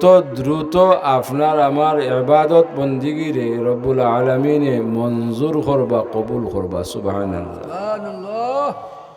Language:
Sylheti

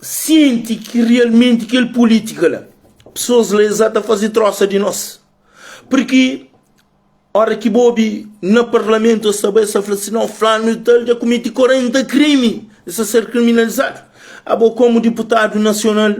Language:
Kabuverdianu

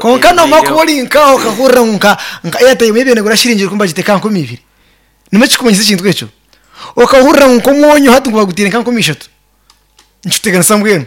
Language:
Nyankole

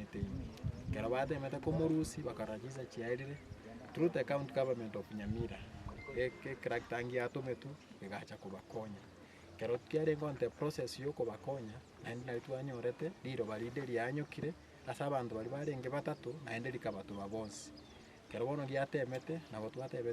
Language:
Gusii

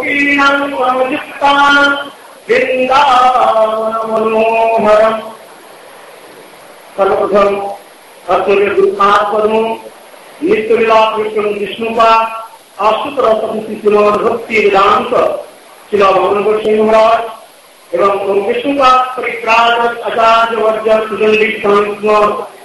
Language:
Hindi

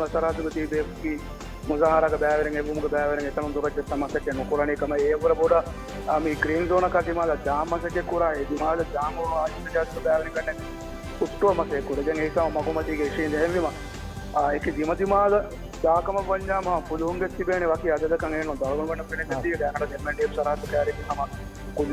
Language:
Divehi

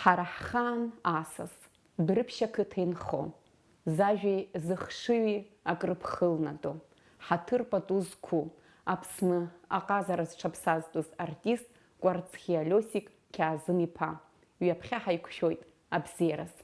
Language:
Abkhazian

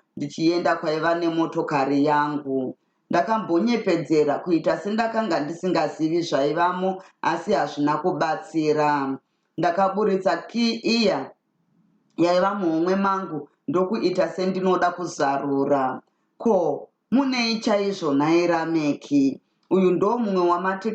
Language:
Shona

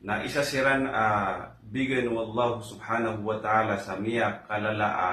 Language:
Maranao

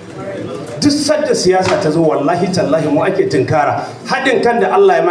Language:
Hausa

